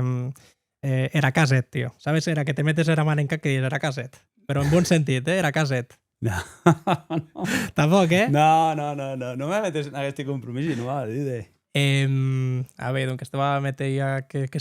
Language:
Occitan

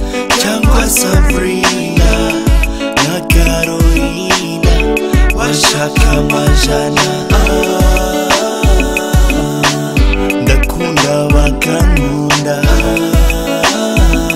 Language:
Kinyarwanda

